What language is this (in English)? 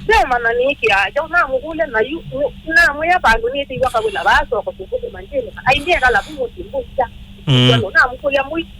Kamba